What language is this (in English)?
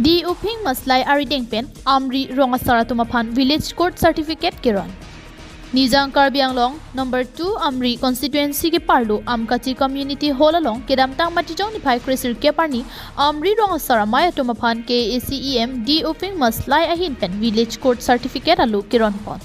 Karbi